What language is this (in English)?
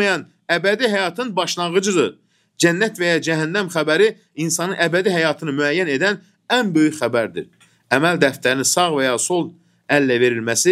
Azerbaijani